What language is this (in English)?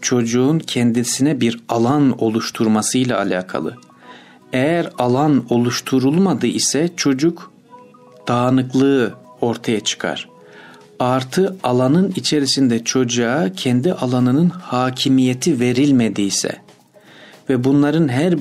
Turkish